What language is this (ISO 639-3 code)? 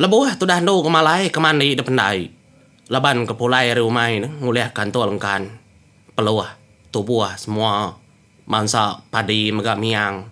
iba